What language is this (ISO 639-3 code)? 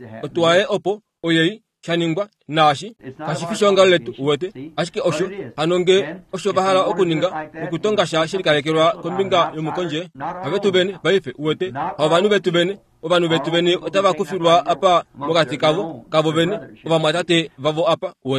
kua